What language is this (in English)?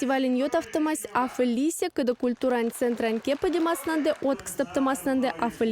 Erzya